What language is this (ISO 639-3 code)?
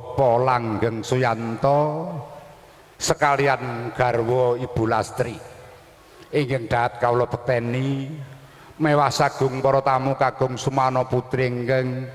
jav